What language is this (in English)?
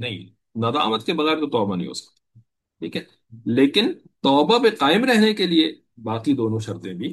Urdu